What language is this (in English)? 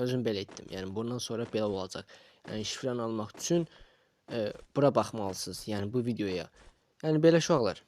Azerbaijani